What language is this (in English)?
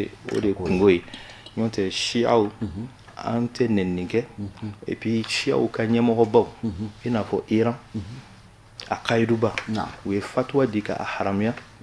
Bambara